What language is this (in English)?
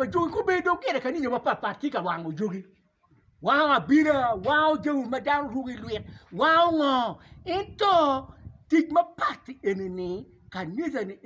Acoli